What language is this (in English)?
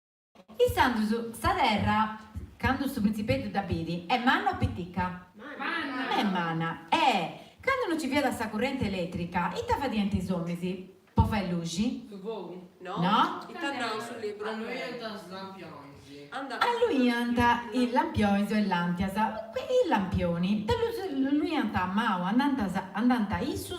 Sardinian